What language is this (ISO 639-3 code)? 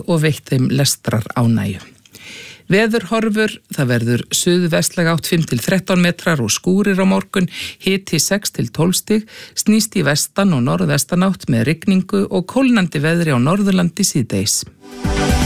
isl